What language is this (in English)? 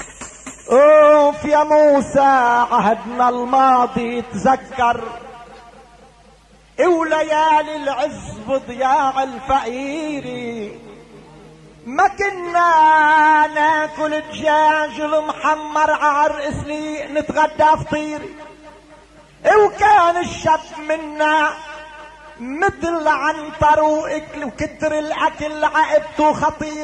North Levantine Arabic